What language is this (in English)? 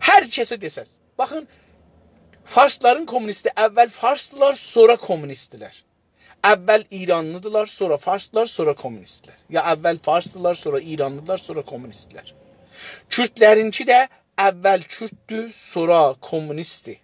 South Azerbaijani